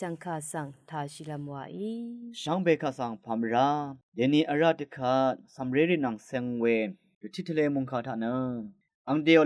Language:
Rawang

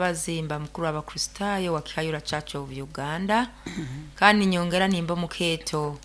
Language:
Nyoro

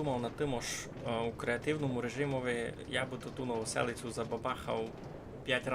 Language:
Rusyn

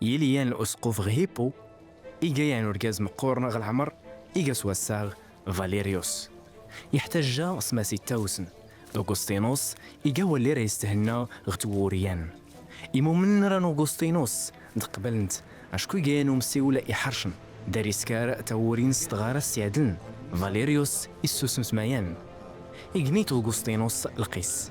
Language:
Kabyle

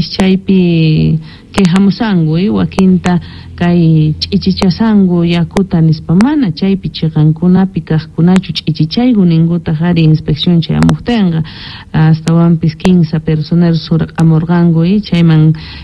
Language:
South Bolivian Quechua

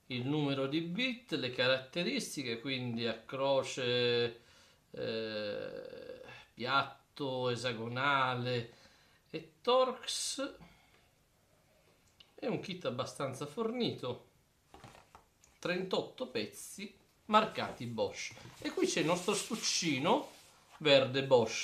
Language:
Italian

